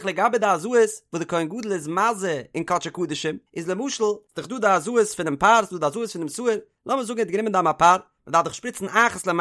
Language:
Yiddish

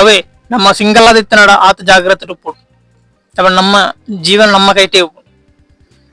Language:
Tulu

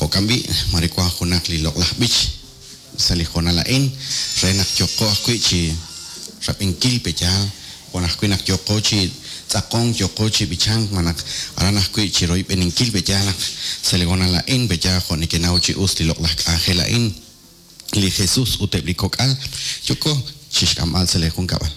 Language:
Kekchí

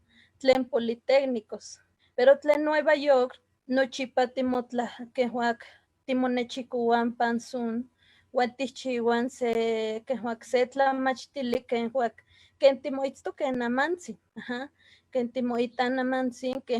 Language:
Eastern Huasteca Nahuatl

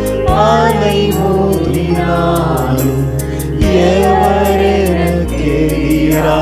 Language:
Tamil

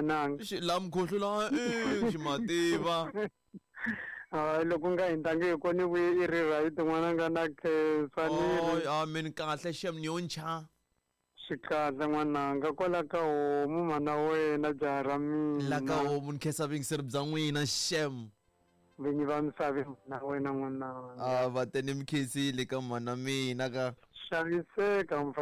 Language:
Tsonga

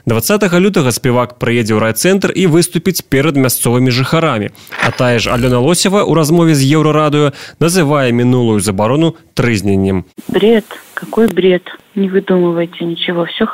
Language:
Belarusian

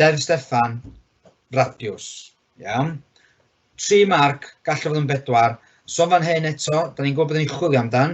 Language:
Welsh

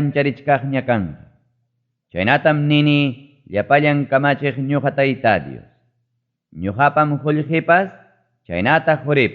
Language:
Ayacucho Quechua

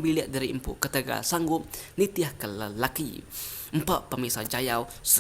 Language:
Iban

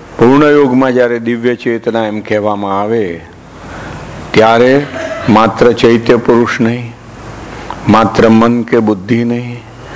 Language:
Gujarati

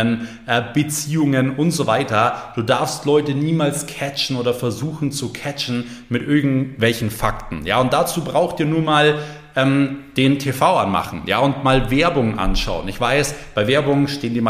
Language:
German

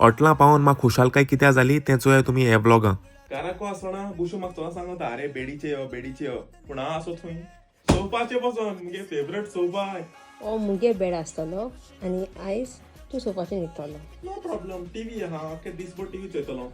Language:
Konkani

